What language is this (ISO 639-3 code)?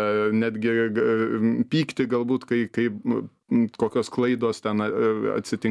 lit